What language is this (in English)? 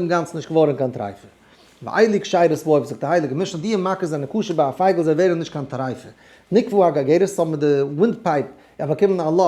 Yiddish